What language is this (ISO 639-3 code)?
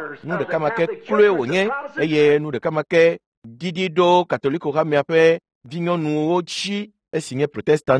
ewe